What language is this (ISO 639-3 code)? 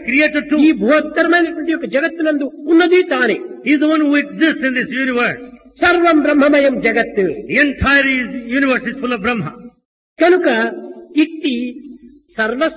tel